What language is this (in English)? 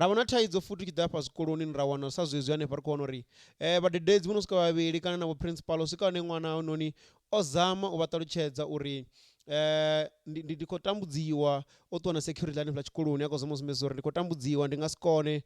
Venda